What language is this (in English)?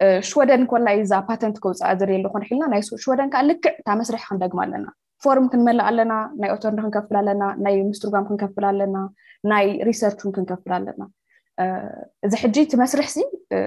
Tigrinya